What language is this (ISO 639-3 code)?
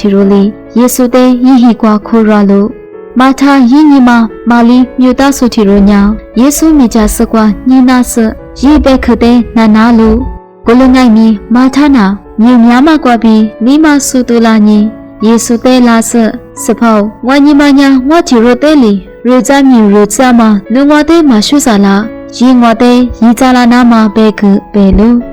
lis